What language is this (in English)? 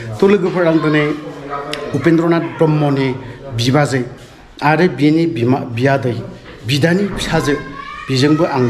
Bodo